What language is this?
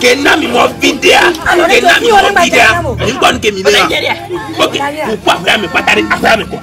Ewe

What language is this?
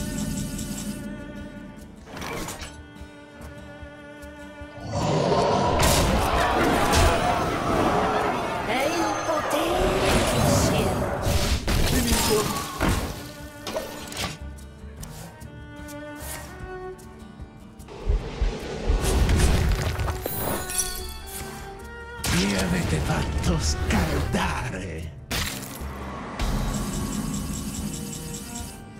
Italian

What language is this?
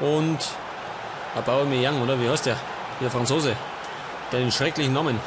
Bavarian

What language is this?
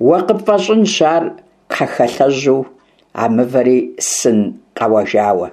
Kabardian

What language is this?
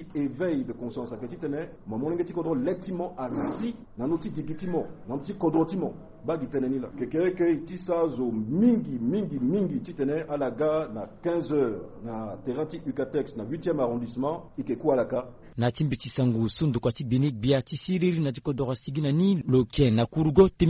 Sango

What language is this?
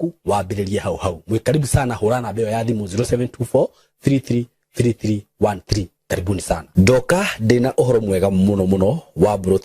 Kikuyu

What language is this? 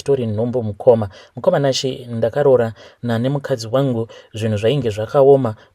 Shona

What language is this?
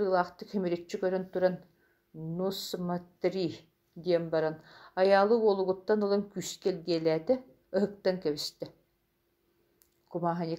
Yakut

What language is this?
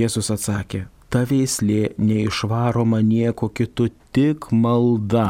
Lithuanian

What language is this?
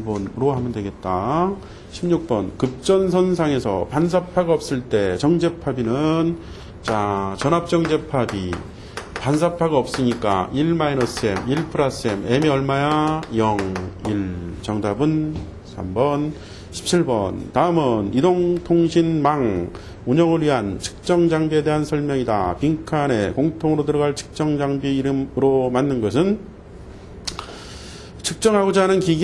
Korean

